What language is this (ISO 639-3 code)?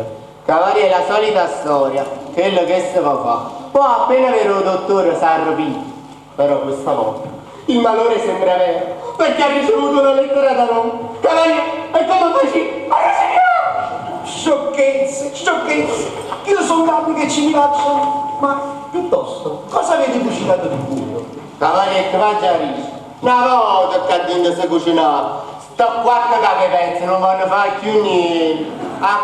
nap